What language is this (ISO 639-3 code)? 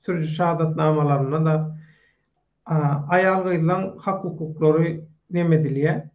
tuk